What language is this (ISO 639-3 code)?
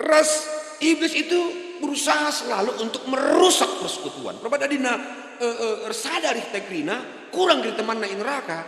btx